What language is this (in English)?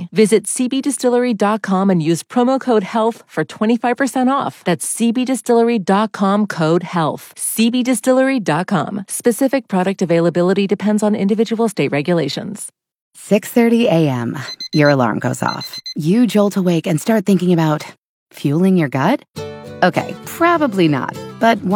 English